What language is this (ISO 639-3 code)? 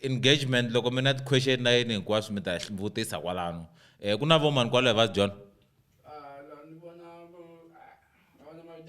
tso